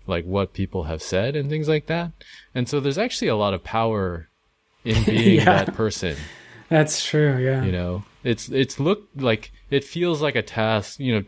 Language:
English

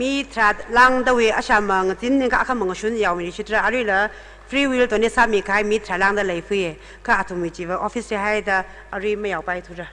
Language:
Tangkhul Naga (India)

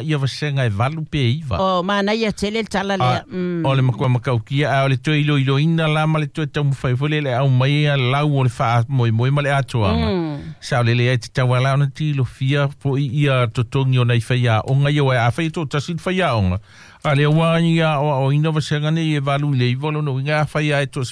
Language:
Samoan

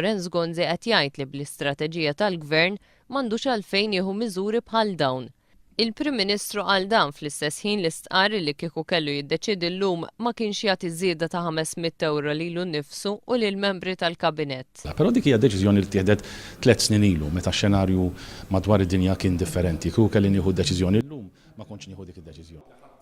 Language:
Maltese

